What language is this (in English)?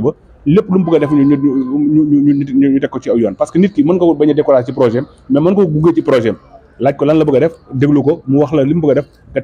Wolof